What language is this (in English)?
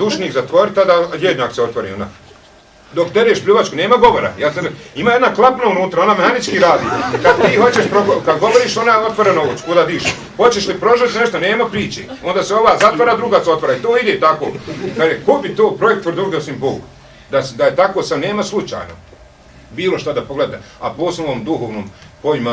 Bosnian